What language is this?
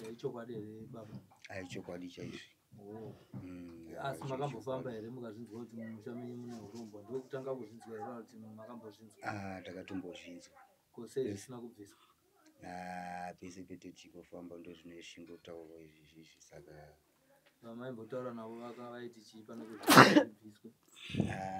Shona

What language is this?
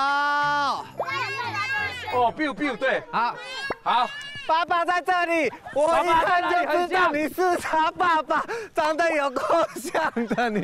Chinese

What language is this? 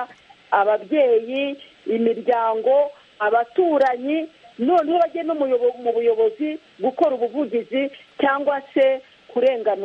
Kinyarwanda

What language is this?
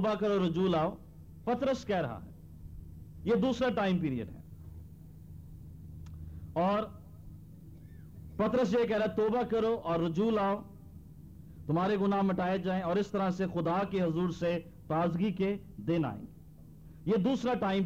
Urdu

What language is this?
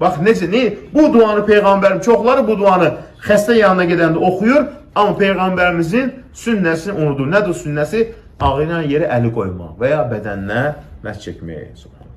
Azerbaijani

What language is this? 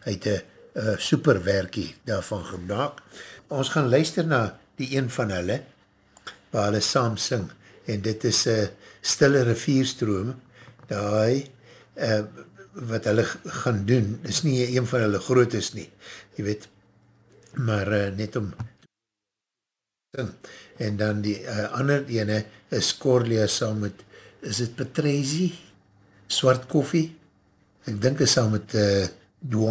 Afrikaans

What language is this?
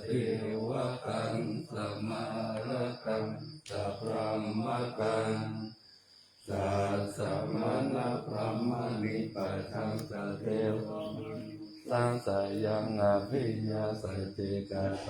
Pali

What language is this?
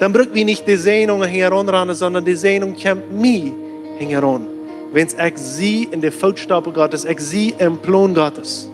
Plautdietsch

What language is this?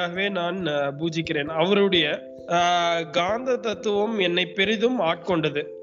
Tamil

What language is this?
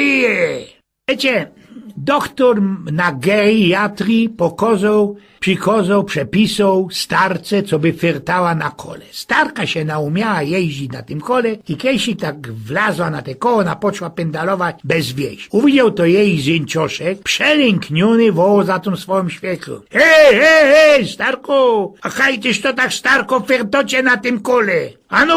Silesian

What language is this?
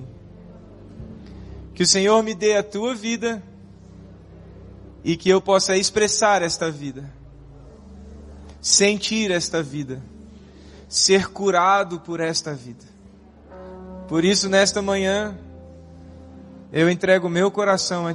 Portuguese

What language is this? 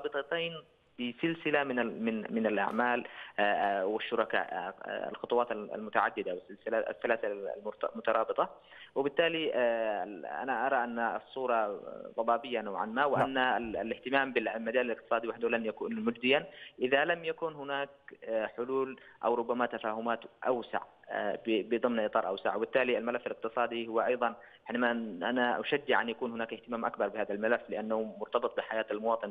Arabic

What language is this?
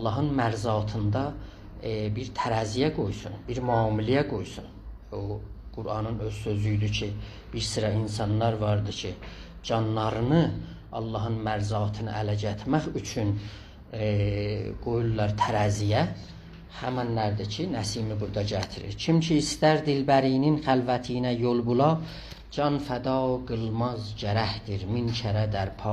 South Azerbaijani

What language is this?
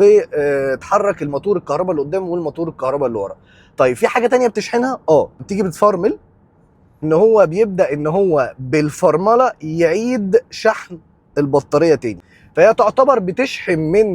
Egyptian Arabic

